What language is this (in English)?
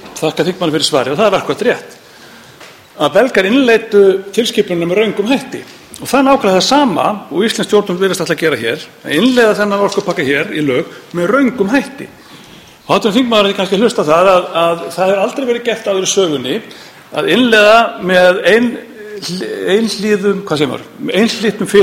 Icelandic